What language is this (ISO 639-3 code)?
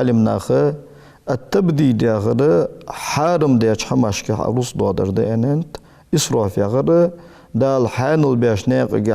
inh